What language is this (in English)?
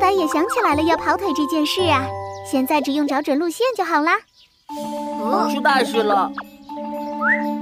Chinese